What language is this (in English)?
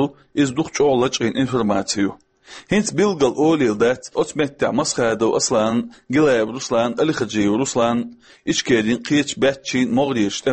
Chechen